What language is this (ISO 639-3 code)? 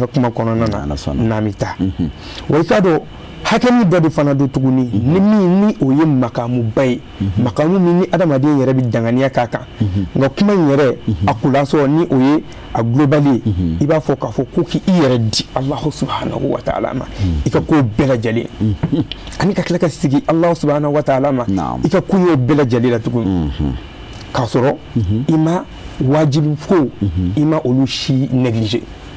bam